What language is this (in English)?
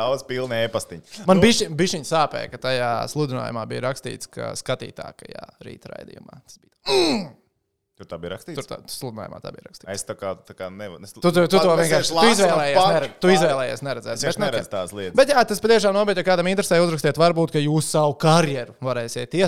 Latvian